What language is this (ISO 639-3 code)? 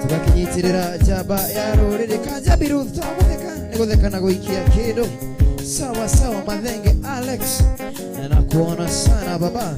kik